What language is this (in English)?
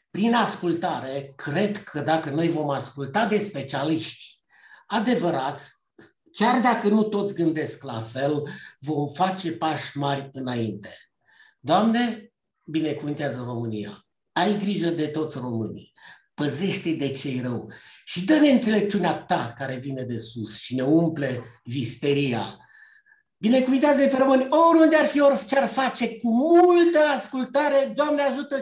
Romanian